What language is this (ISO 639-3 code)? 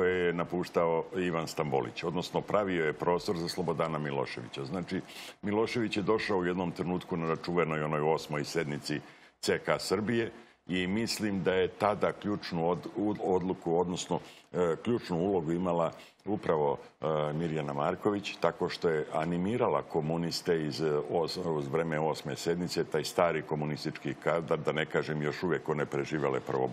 srp